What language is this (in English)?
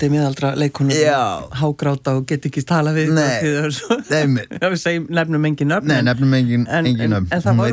Icelandic